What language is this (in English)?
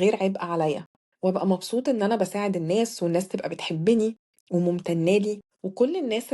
Egyptian Arabic